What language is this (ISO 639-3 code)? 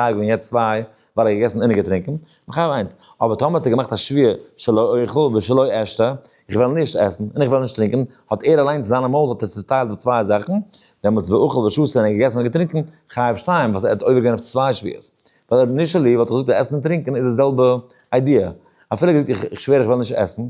yid